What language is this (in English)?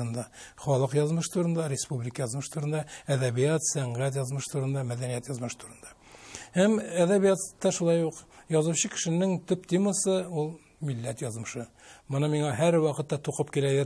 Tatar